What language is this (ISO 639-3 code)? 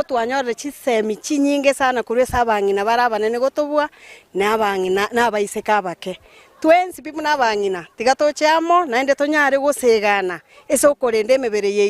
guz